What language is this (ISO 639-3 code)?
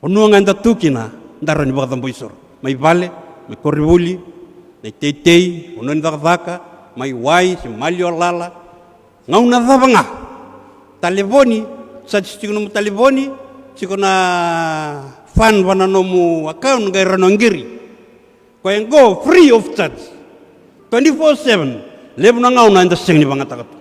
fij